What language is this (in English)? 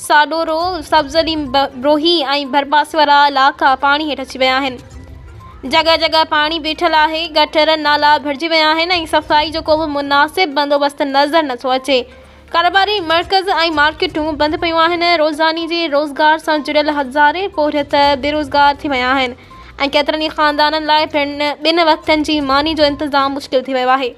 Sindhi